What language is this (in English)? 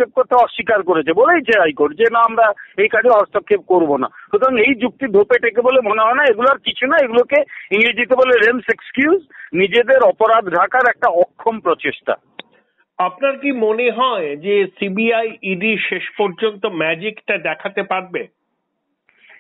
Bangla